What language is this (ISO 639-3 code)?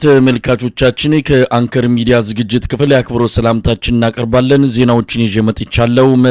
amh